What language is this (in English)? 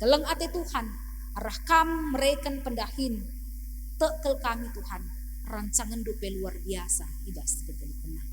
Batak Karo